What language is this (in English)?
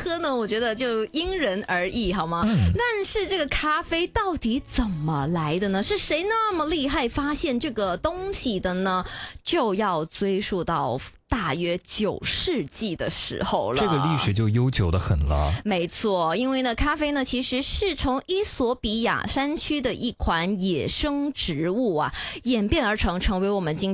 Chinese